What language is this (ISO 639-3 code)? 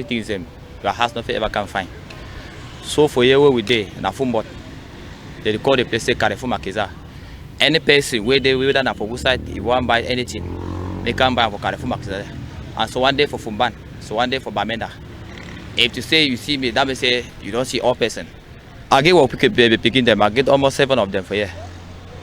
wes